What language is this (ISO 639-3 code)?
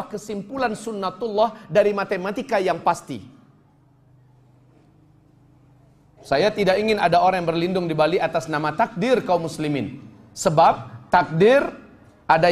ind